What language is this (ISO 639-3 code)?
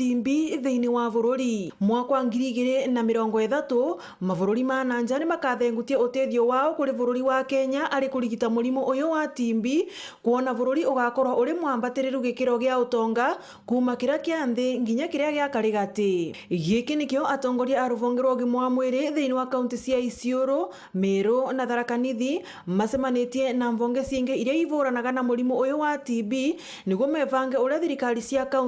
mer